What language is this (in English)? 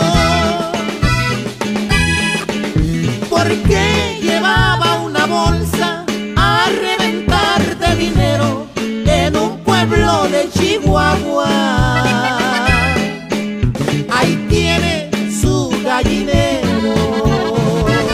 Spanish